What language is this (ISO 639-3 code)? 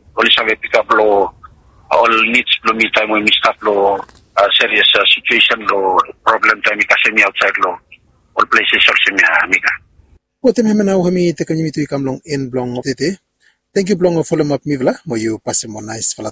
bis